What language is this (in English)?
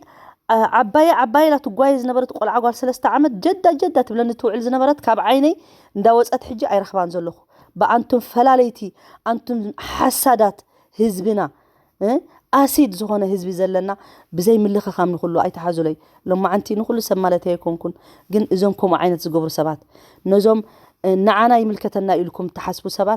Tigrinya